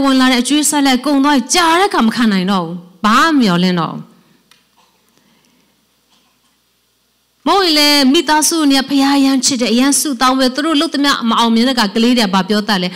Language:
Burmese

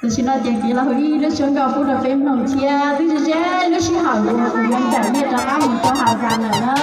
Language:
Hmong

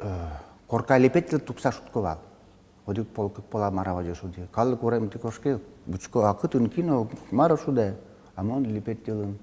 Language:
Udmurt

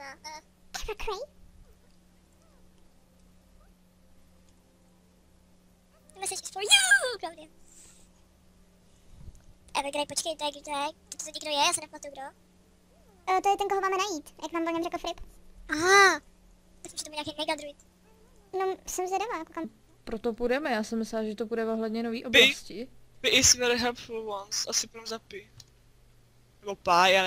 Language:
Czech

